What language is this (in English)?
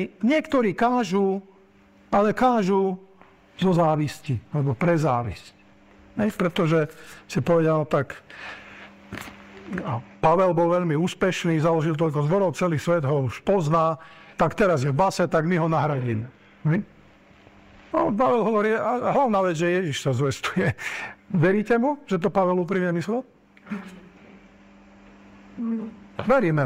Slovak